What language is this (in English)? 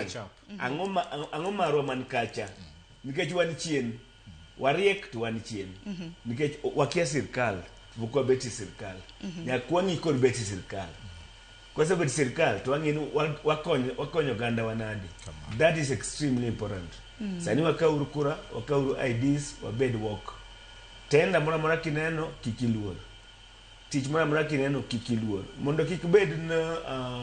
Luo (Kenya and Tanzania)